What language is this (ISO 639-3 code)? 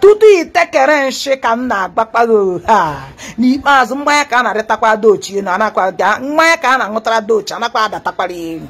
ibo